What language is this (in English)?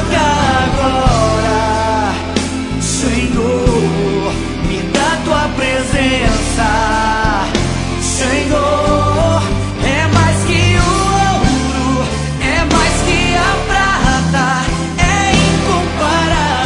Portuguese